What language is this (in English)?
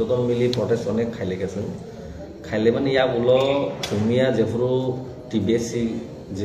Kok Borok